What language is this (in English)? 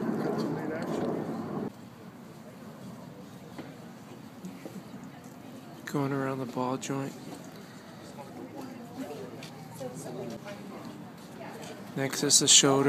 English